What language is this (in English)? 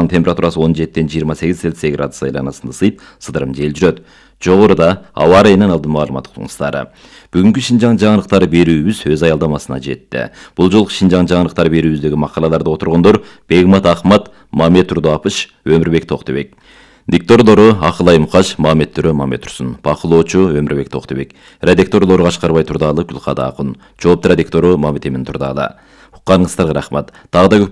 Kyrgyz